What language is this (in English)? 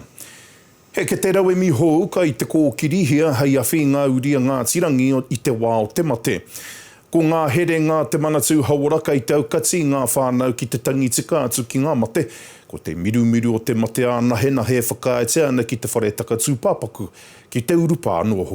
Māori